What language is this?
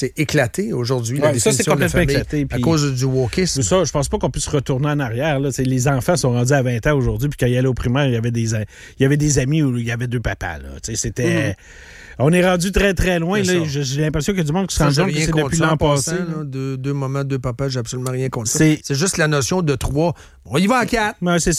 French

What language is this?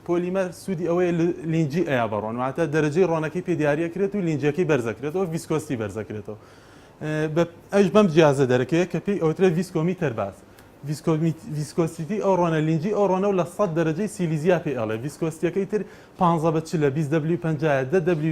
Central Kurdish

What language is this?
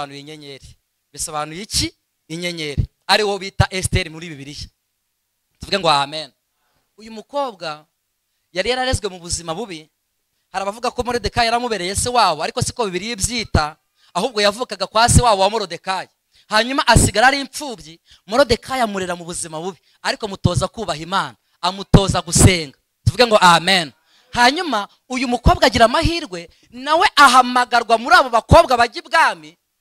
Kinyarwanda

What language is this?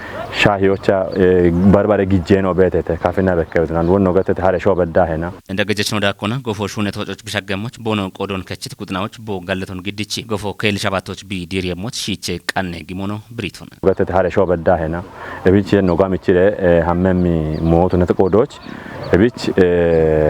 Kafa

